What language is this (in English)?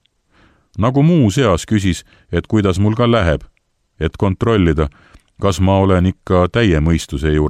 Estonian